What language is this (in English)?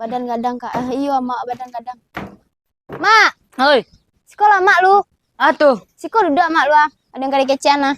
Minangkabau